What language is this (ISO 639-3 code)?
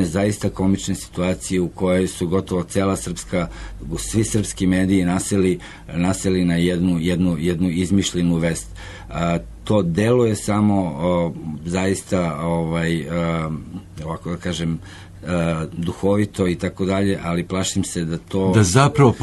srp